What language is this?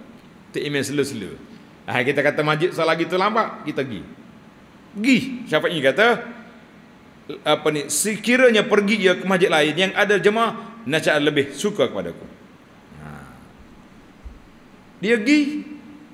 Malay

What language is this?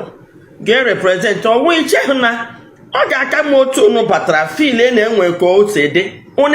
Igbo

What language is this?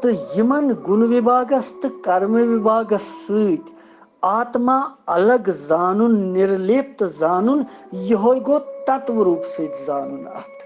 Kashmiri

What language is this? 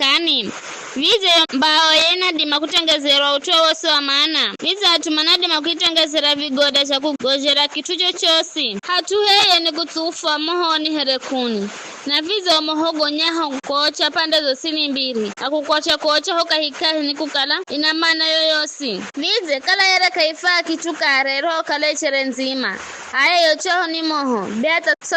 Giryama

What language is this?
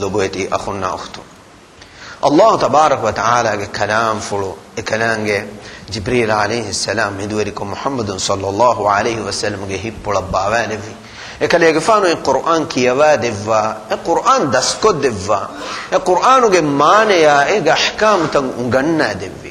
Divehi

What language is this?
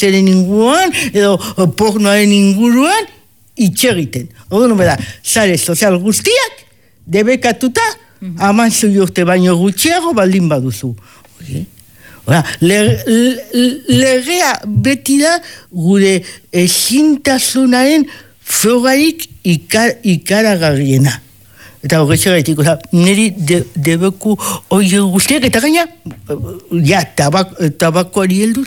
Basque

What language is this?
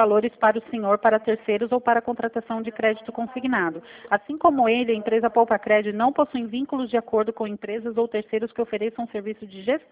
Portuguese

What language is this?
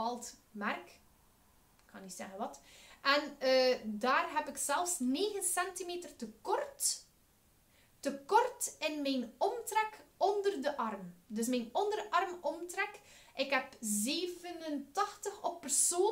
Dutch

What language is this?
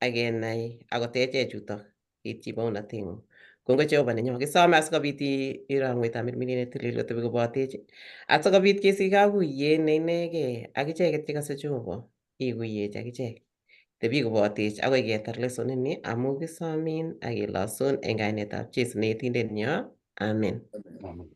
Kalenjin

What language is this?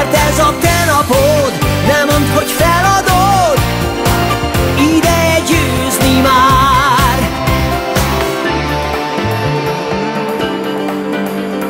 Hungarian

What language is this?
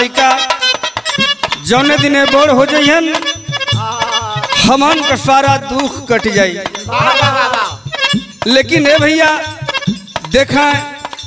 Bhojpuri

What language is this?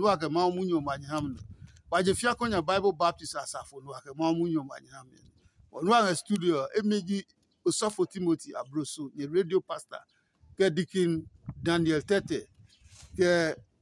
Adangme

